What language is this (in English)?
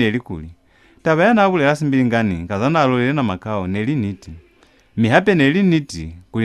Lozi